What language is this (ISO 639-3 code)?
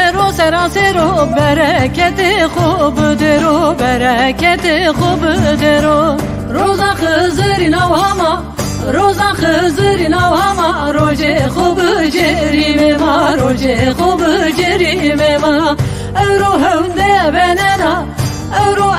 zza